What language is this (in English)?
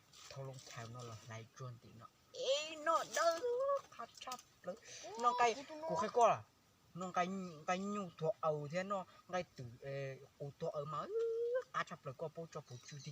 Hmong